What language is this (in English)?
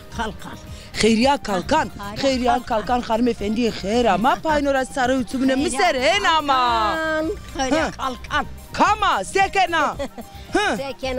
Zaza